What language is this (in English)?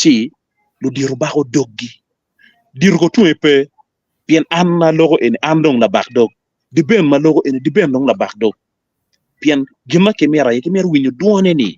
Acoli